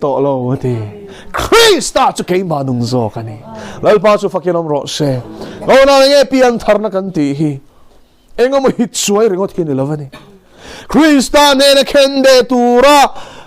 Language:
Mizo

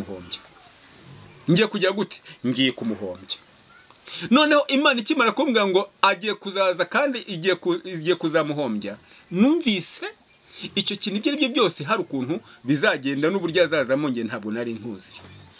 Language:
Kinyarwanda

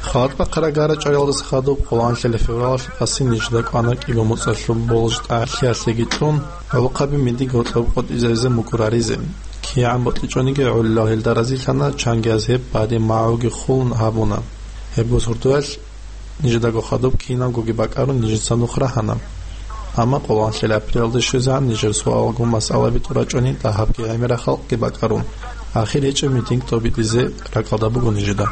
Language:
Avaric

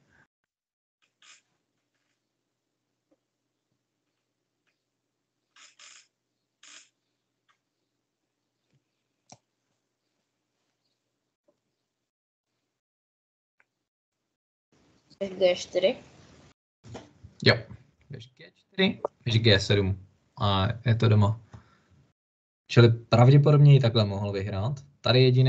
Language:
Czech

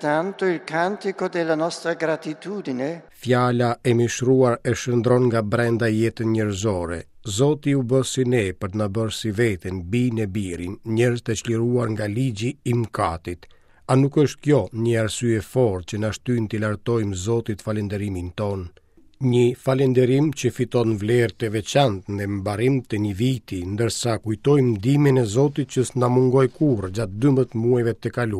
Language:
Albanian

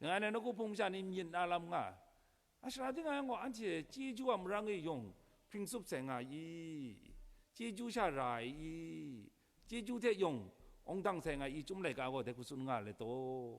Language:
Kachin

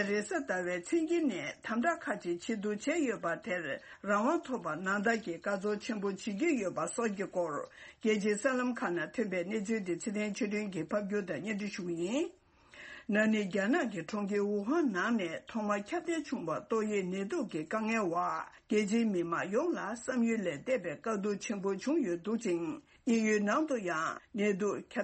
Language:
Tibetan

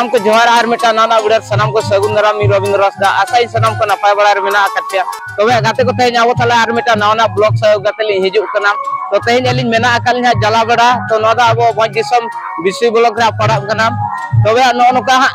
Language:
Santali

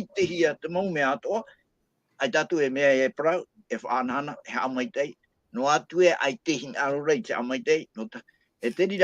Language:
Tahitian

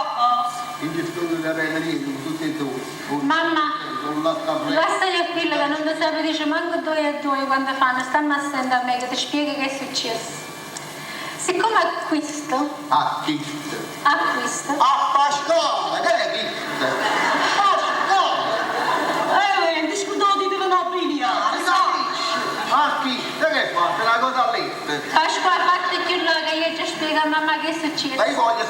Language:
Neapolitan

